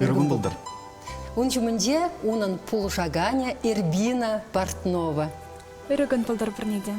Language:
Chuvash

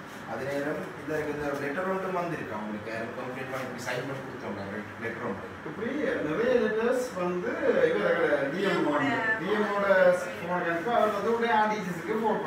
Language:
Tamil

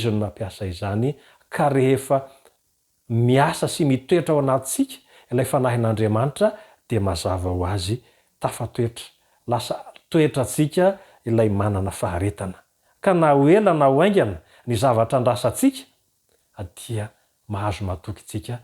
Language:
Malagasy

